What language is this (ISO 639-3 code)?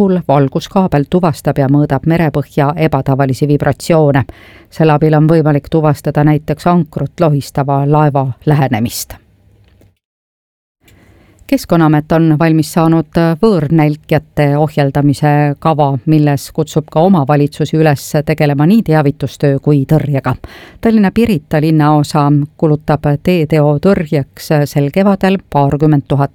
est